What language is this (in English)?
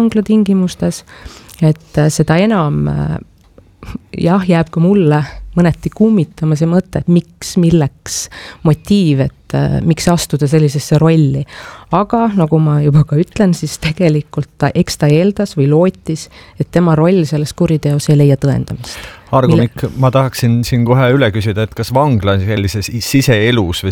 Estonian